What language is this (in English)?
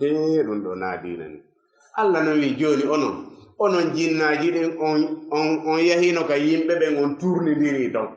Fula